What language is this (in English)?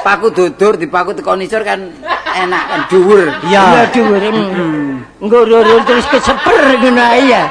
Javanese